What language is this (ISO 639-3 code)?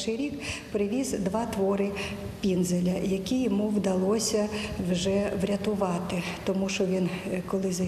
ukr